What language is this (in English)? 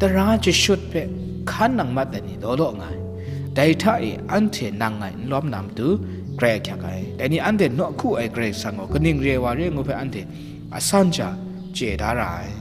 Kachin